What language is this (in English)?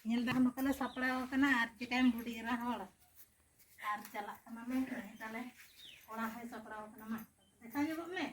Santali